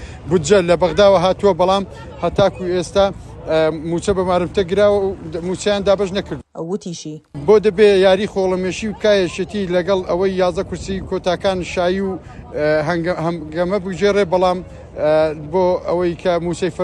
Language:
Central Kurdish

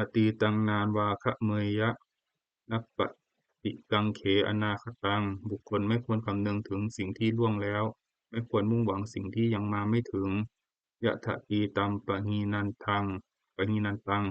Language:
Pali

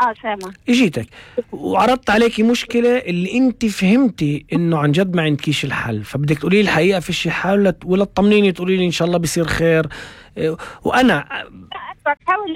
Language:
North Levantine Arabic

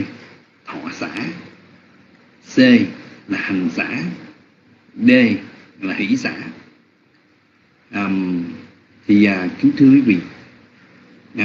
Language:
Vietnamese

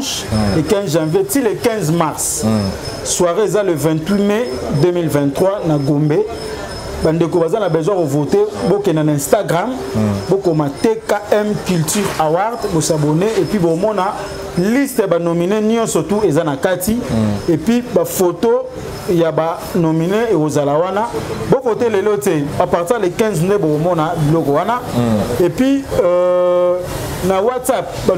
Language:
Lingala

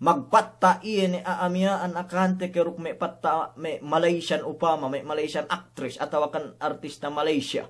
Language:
Yakan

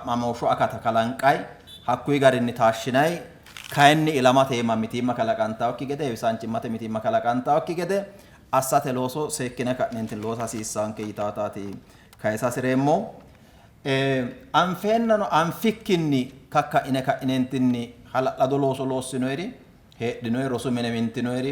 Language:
Sidamo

